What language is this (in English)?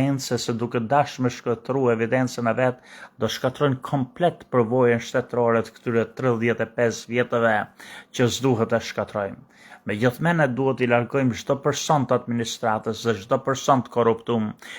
Albanian